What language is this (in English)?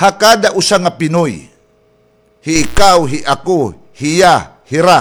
Waray